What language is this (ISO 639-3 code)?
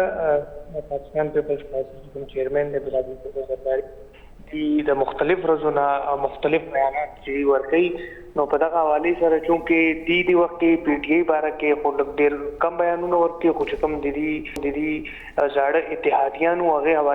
pus